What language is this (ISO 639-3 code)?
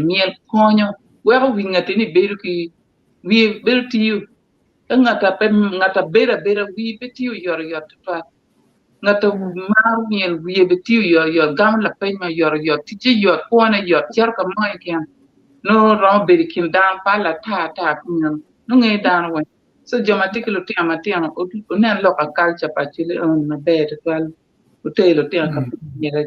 ach